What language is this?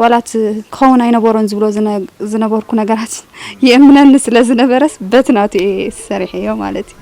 Tigrinya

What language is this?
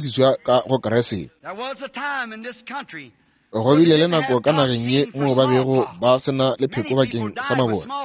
Northern Sotho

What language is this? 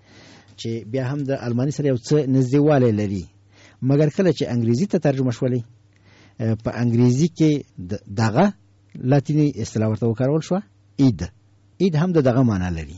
Pashto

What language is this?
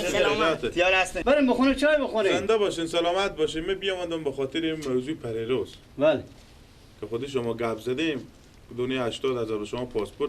Persian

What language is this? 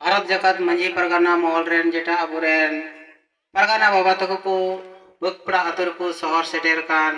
Santali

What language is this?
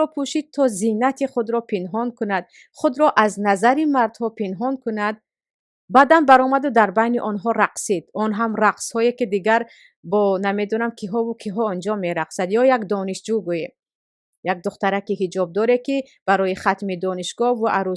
Tajik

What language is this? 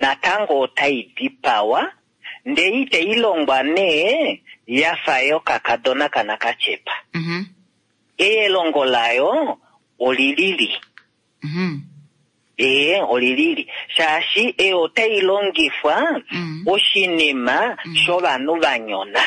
Kuanyama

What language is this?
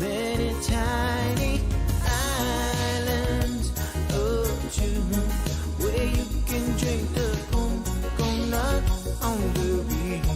Pohnpeian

